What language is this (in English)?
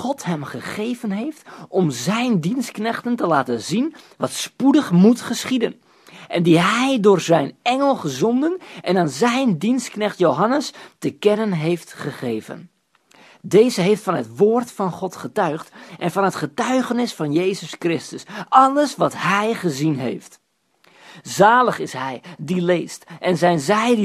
Dutch